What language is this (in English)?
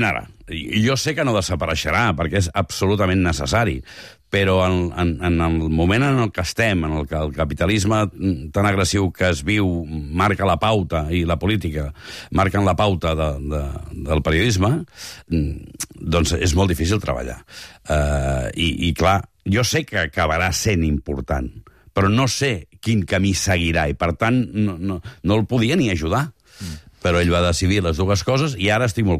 Catalan